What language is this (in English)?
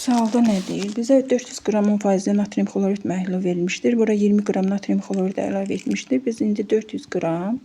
Azerbaijani